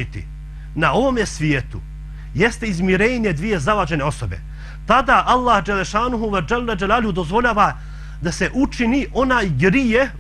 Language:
Bosnian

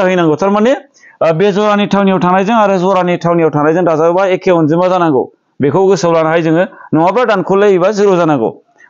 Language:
Bodo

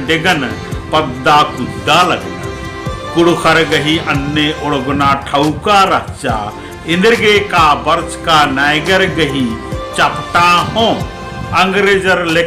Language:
Kurukh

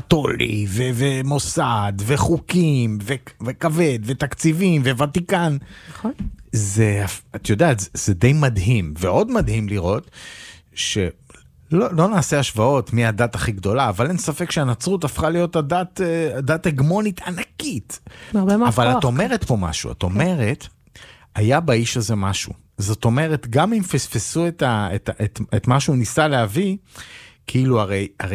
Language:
Hebrew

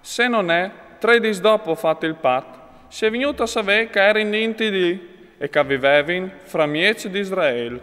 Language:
Friulian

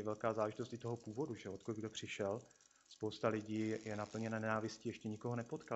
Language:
Czech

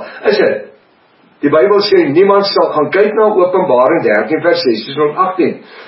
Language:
Afrikaans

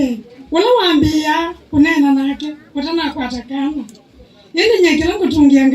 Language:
Kamba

